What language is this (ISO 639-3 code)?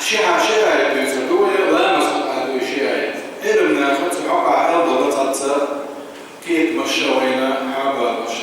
che